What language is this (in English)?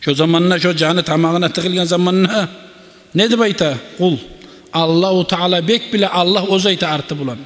Kumyk